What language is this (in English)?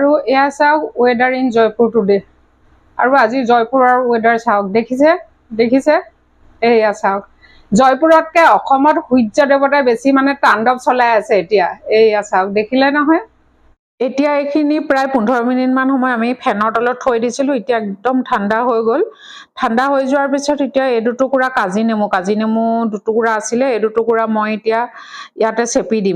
Assamese